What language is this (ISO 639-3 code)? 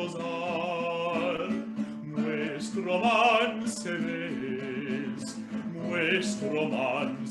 lad